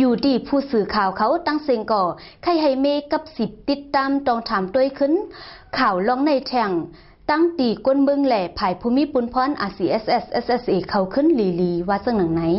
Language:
Shan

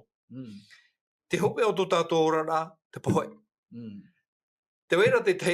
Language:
Tahitian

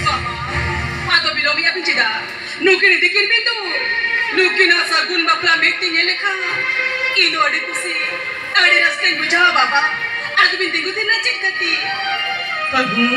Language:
Santali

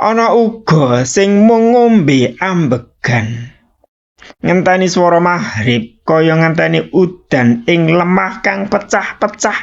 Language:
Javanese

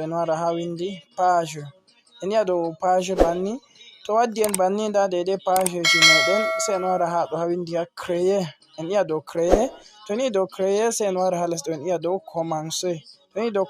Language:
Fula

